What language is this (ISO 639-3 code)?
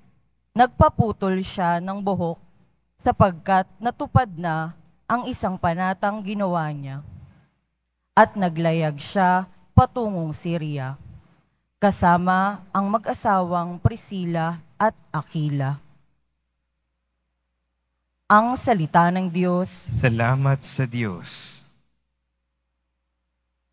fil